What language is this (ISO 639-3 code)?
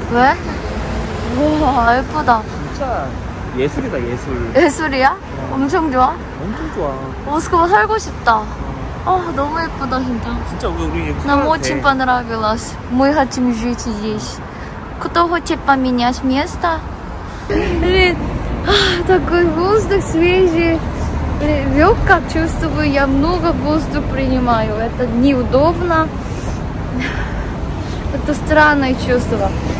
rus